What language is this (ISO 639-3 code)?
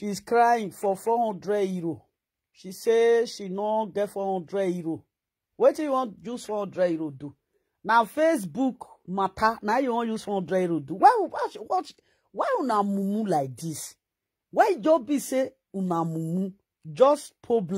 pcm